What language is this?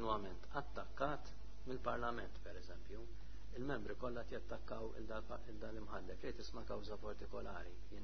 Maltese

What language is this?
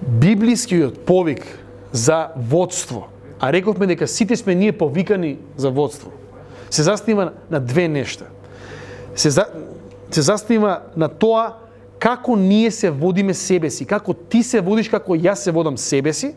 Macedonian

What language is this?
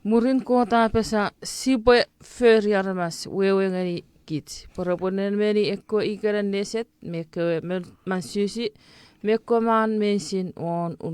Chuukese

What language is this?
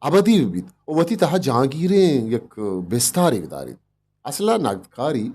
Eastern Balochi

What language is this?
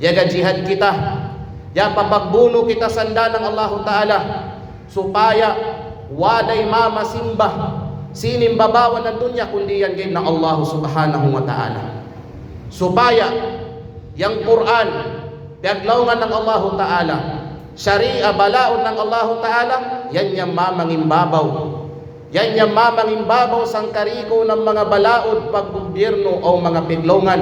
Kalagan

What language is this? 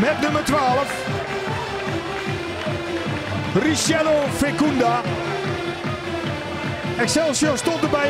Dutch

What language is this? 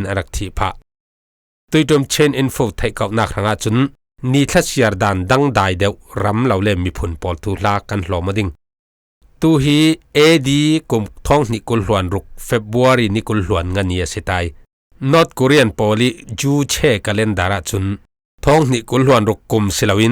Falam Chin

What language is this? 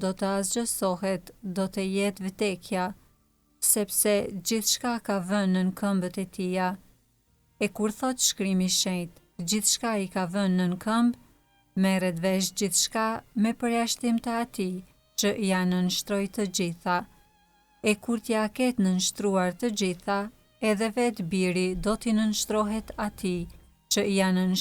Albanian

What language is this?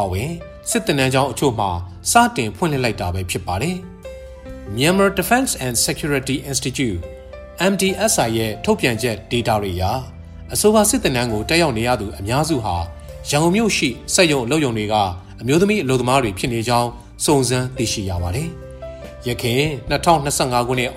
Burmese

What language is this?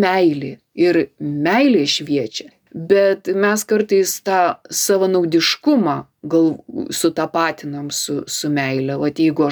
Lithuanian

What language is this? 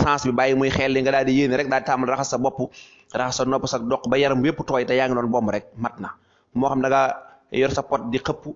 Wolof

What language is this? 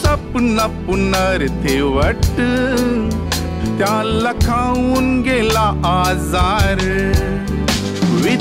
Marathi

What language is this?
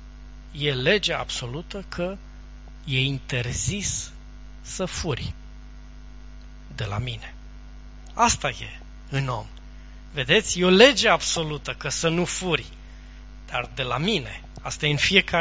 Romanian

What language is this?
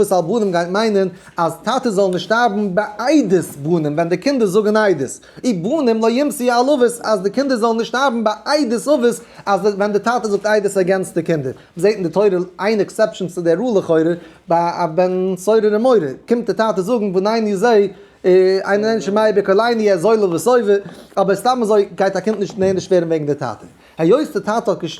Yiddish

